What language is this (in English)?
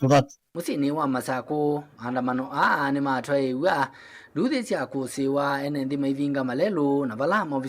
Kamba